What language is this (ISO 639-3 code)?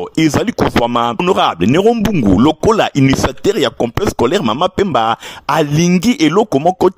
lin